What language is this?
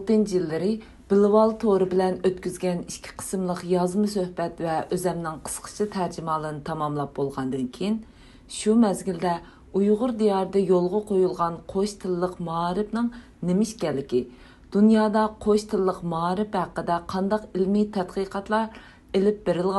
Uyghur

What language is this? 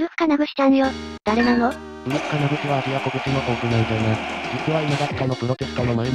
Japanese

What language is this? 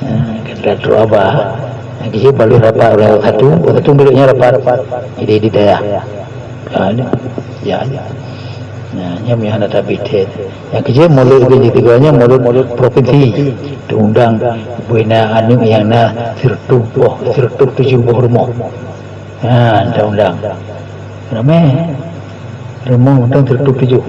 Achinese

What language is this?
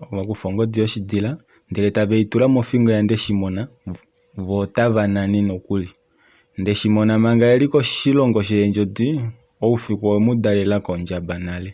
Kuanyama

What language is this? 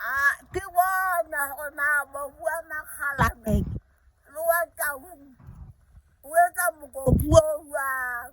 Southern Sotho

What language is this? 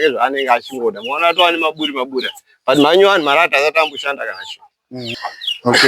Shona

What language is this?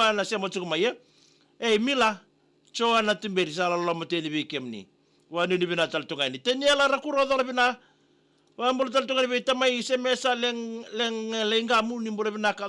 Fijian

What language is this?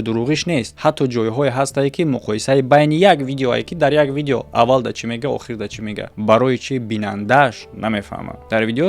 Tajik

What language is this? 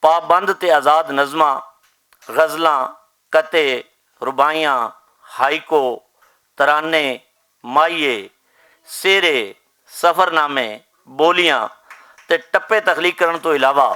Western Panjabi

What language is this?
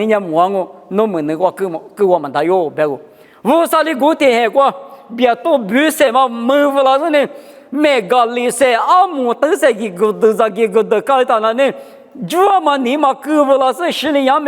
Lisu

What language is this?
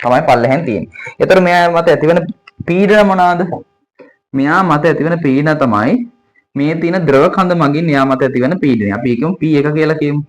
Sinhala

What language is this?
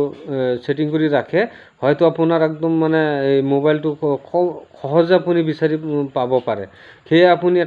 Assamese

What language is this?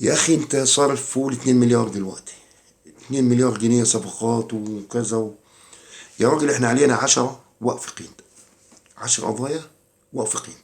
Egyptian Arabic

